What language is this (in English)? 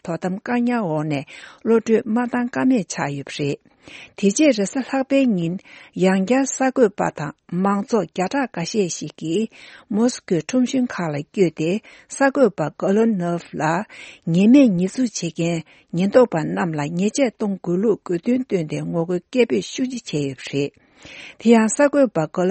Tibetan